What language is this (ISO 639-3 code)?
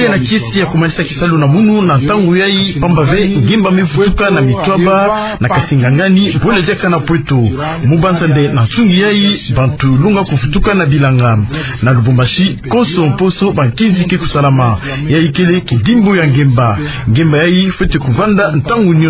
ktu